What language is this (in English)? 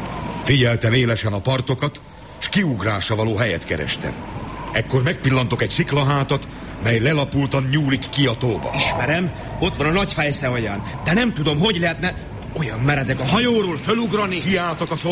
Hungarian